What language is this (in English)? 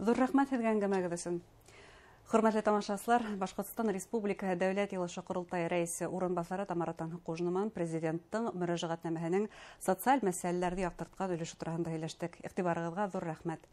Bashkir